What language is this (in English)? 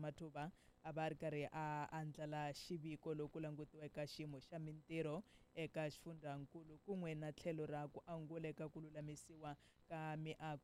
Tsonga